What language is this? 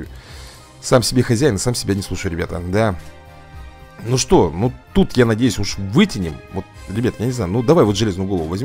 Russian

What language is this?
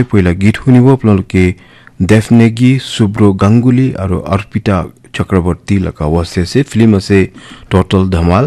Naga Pidgin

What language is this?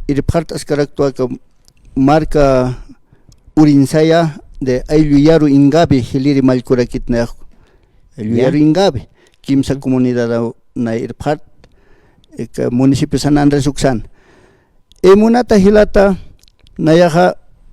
Aymara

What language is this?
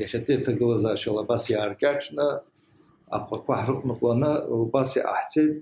Abkhazian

